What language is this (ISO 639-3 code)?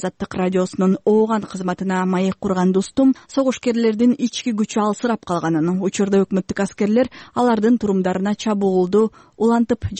kir